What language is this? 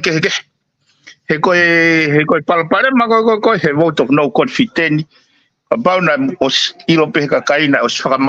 Tongan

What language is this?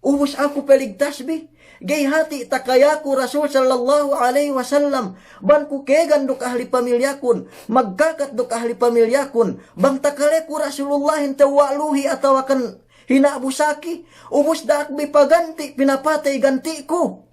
Yakan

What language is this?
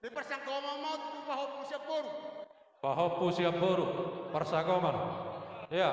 Batak Toba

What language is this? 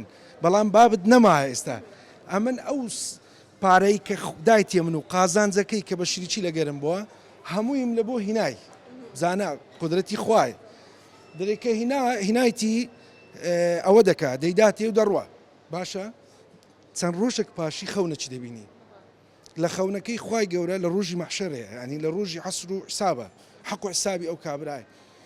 Central Kurdish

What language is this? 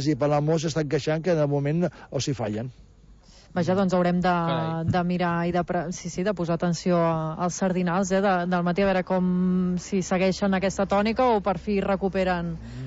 Catalan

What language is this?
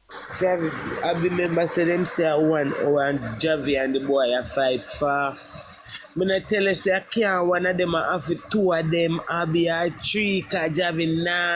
Jamaican Creole English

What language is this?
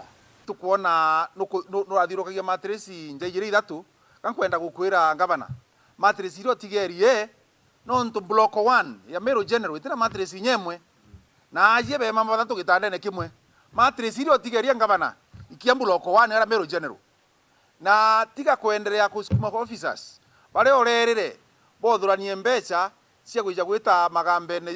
Meru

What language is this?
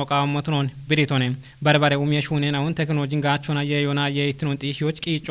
Kafa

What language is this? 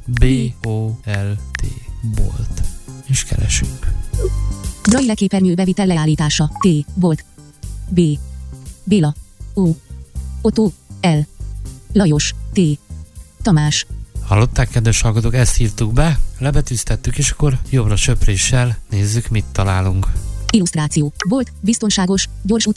Hungarian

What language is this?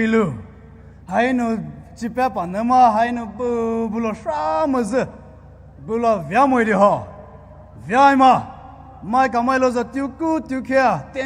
Poumei Naga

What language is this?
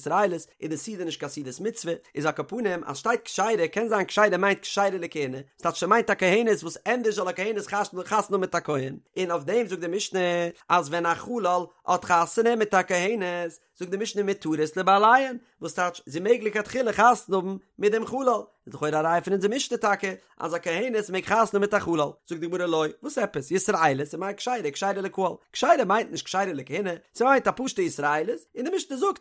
Yiddish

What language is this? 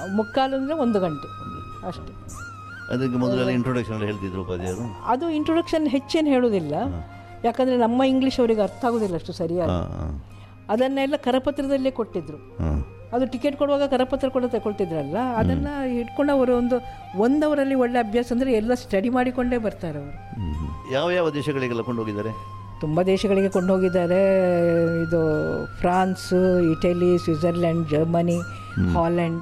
Kannada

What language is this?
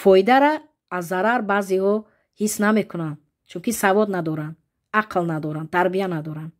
Tajik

